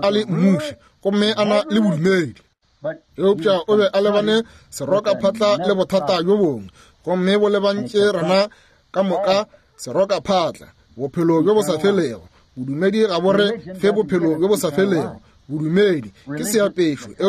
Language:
Northern Sotho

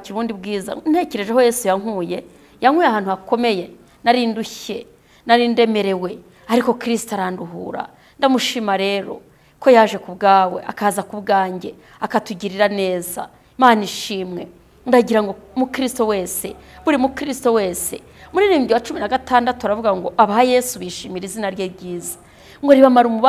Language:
Kinyarwanda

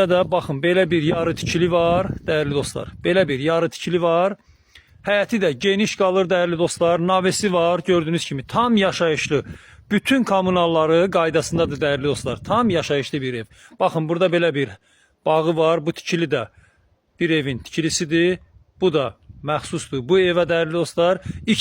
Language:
Azerbaijani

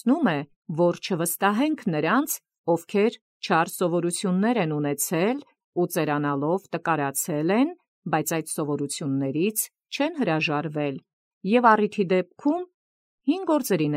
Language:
Armenian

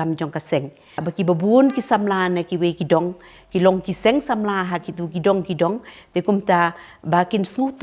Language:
Khasi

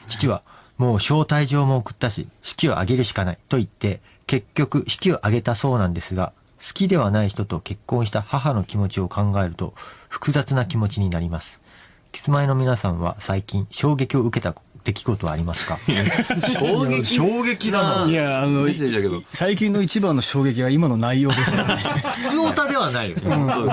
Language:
Japanese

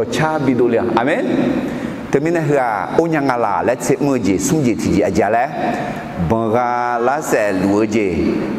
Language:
Akha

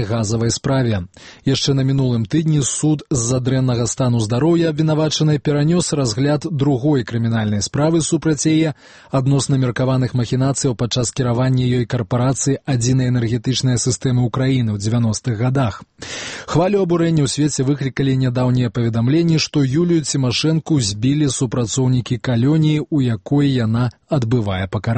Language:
Belarusian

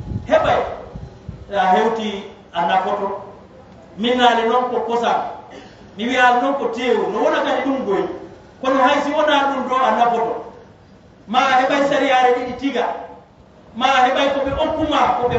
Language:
Fula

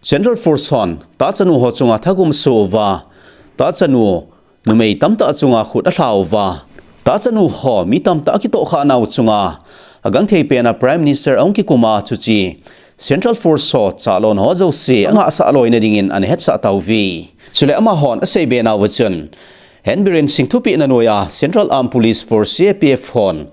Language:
Thado Chin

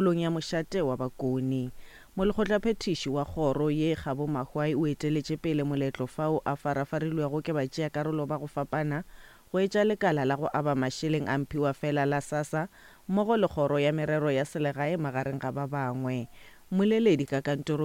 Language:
Northern Sotho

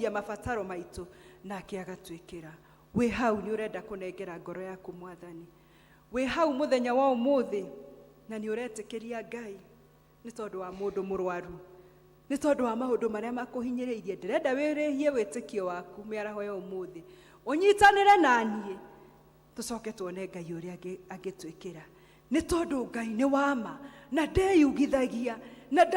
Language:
Kikuyu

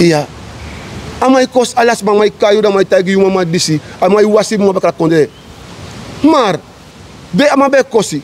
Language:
Sranan Tongo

